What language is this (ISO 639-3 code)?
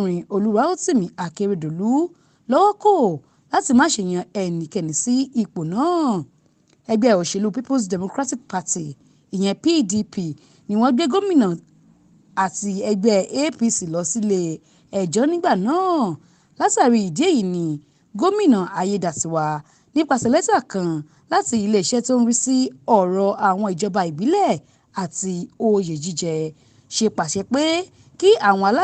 yor